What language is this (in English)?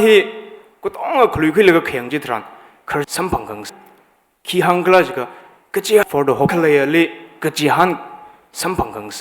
Tangkhul Naga (India)